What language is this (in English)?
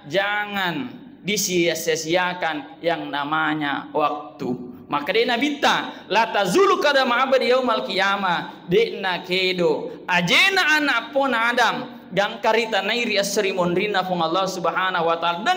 Buginese